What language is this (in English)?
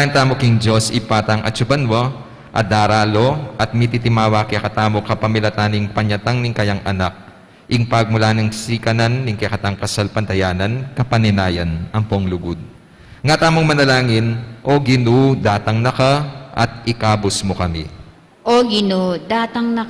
Pampanga